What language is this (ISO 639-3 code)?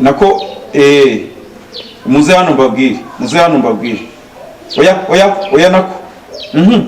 kin